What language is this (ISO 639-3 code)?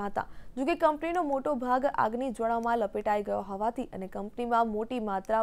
guj